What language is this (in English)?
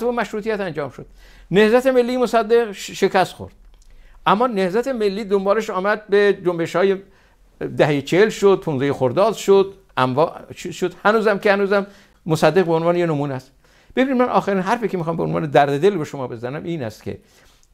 Persian